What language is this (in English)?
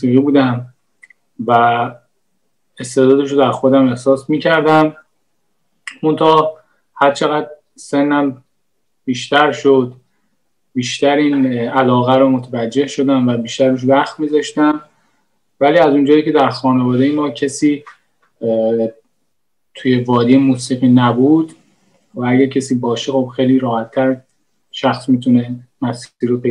Persian